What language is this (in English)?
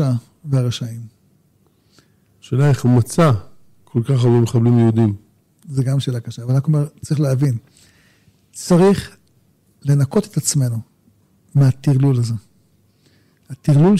Hebrew